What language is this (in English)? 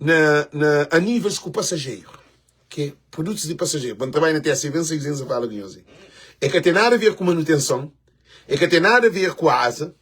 Kabuverdianu